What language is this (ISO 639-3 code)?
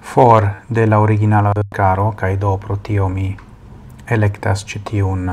epo